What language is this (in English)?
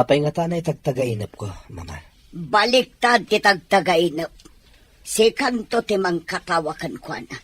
Iloko